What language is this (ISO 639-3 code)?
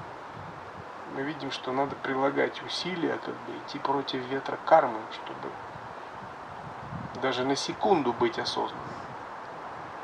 rus